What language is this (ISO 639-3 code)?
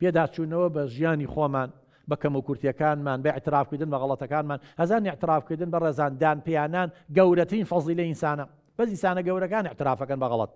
ckb